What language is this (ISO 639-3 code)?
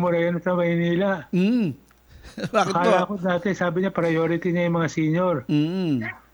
fil